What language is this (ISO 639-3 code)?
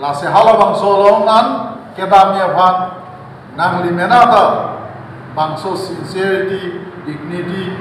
mjw